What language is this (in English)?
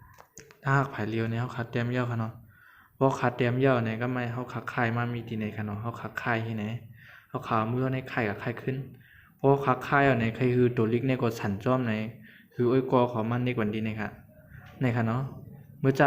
Shan